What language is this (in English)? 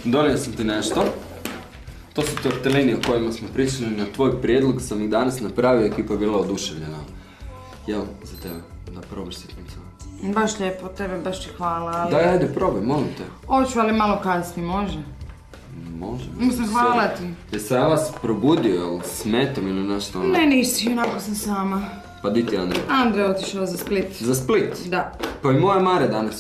Croatian